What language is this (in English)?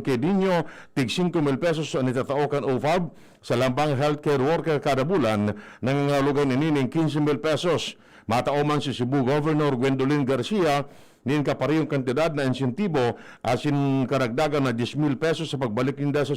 Bikol